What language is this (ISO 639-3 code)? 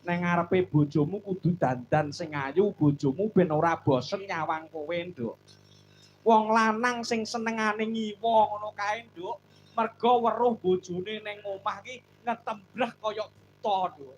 jav